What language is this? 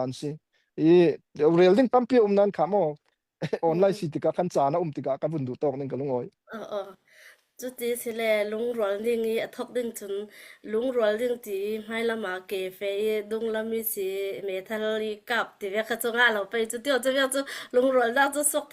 Falam Chin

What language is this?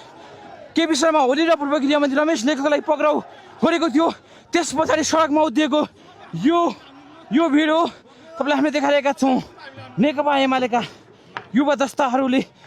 Nepali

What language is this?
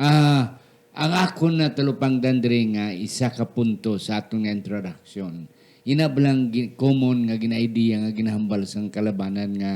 Hiligaynon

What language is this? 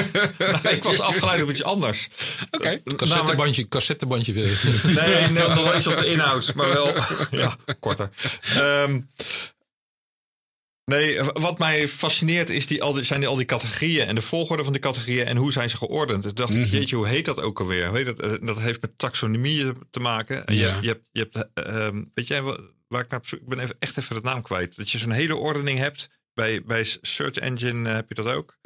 Dutch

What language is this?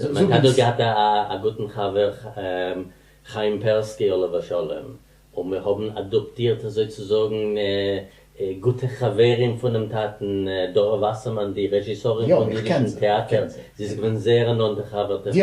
Yiddish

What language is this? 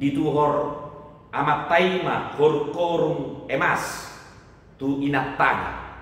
Batak Toba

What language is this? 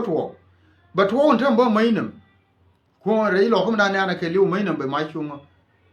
Nuer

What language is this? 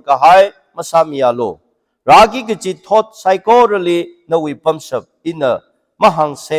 Tangkhul Naga (India)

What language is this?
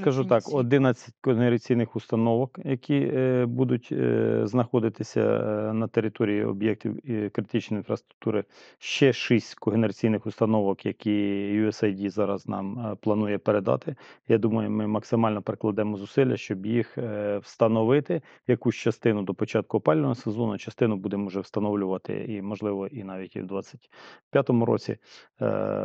Ukrainian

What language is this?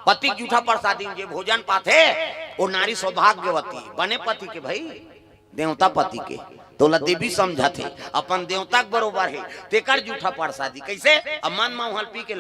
Chhattisgarhi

